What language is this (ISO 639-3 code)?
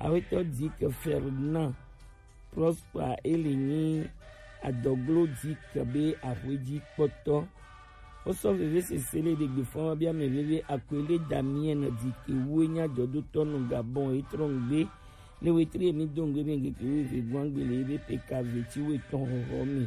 gej